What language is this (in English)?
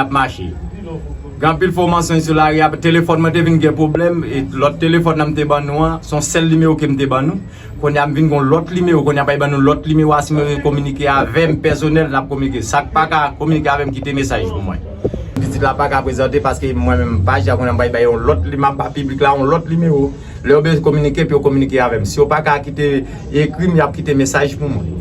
Haitian Creole